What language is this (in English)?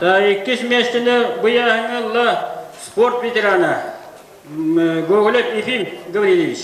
Yakut